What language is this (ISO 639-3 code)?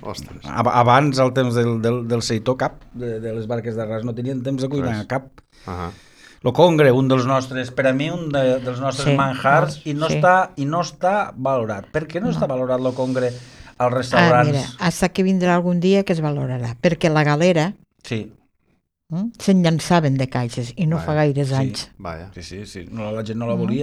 cat